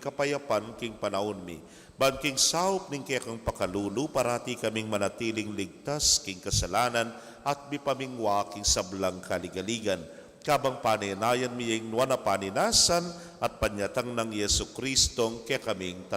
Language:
Pampanga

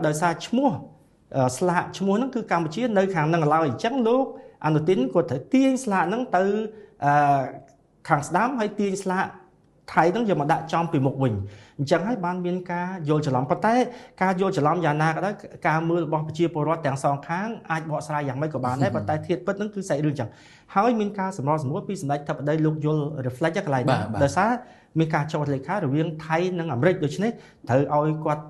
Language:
Khmer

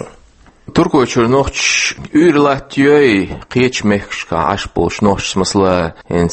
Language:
Chechen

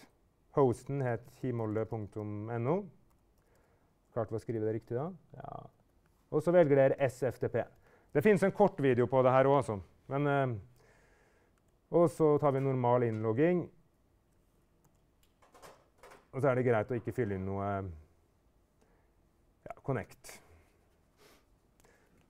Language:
Norwegian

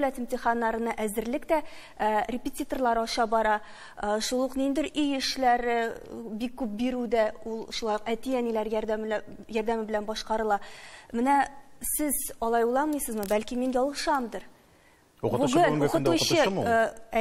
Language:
Tatar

